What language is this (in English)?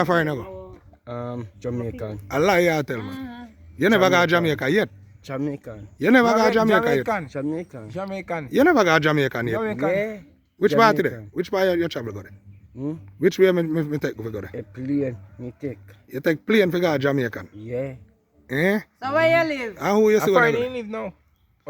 Jamaican Creole English